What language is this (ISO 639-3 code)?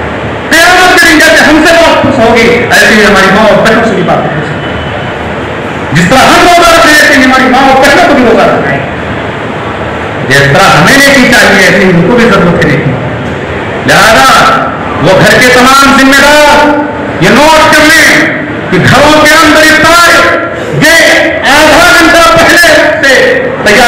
urd